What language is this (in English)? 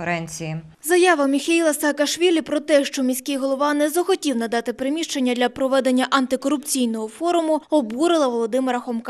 Ukrainian